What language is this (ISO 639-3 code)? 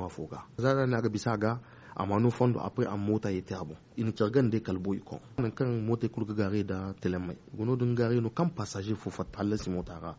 dje